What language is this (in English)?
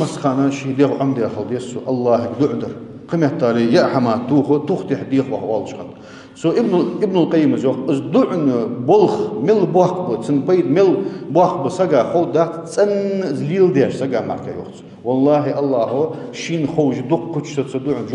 Ingush